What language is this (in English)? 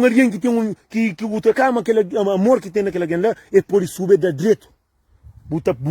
Kabuverdianu